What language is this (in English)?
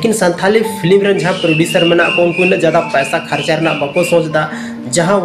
Santali